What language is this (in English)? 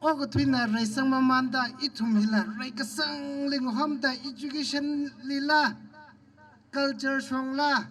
Tangkhul Naga (India)